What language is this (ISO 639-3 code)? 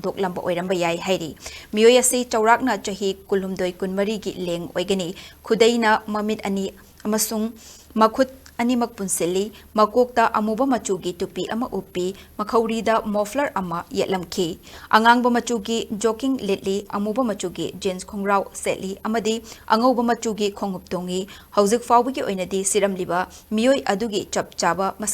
mni